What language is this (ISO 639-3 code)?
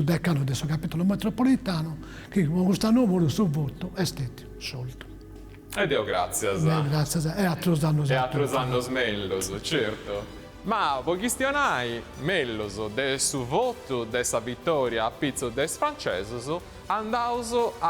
srd